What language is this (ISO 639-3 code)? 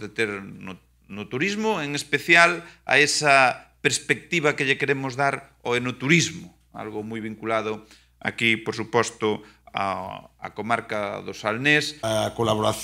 glg